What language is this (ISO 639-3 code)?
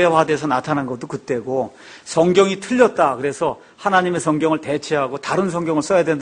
kor